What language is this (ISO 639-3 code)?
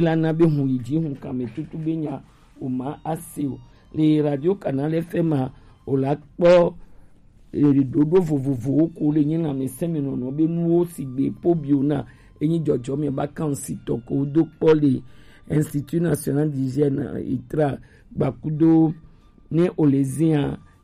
gej